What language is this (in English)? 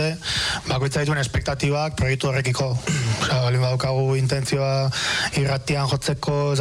Basque